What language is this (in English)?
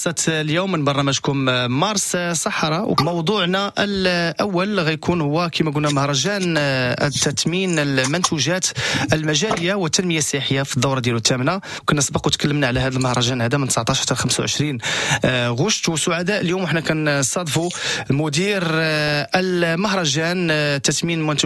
Moroccan Arabic